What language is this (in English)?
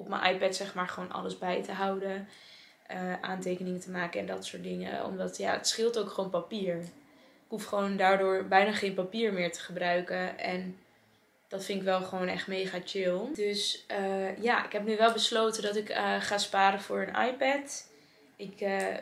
Dutch